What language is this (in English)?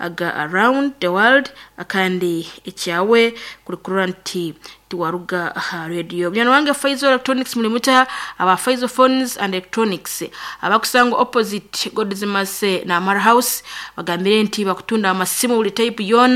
Nyankole